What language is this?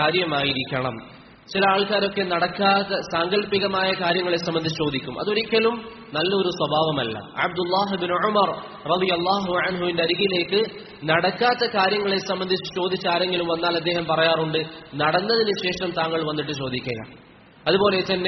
Malayalam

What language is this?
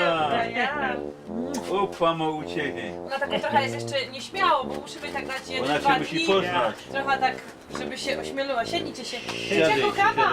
Silesian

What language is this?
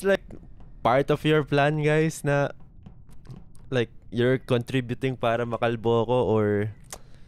Filipino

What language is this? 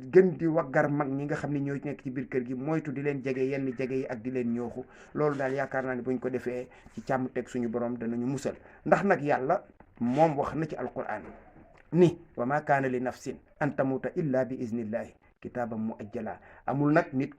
Wolof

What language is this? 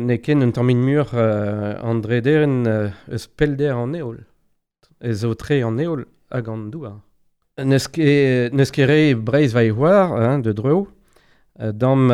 Breton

